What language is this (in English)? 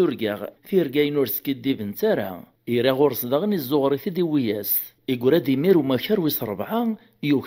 Kabyle